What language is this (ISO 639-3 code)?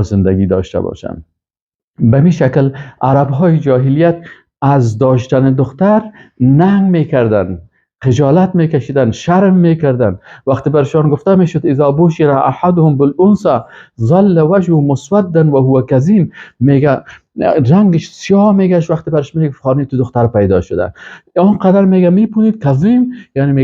fas